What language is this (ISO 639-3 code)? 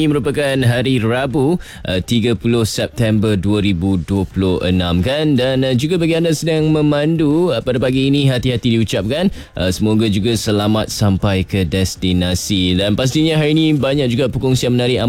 msa